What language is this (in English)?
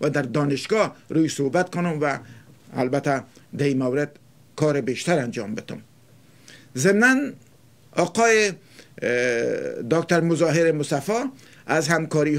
Persian